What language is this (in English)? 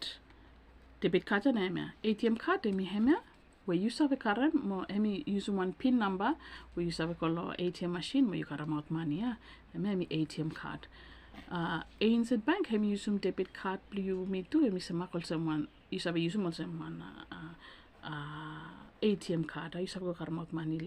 Bislama